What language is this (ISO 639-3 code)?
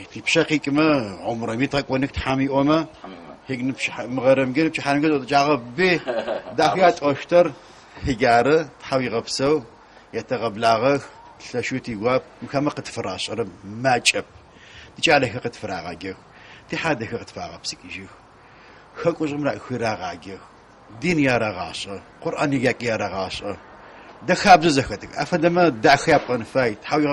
ady